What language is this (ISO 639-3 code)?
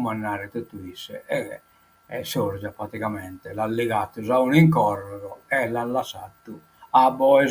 srd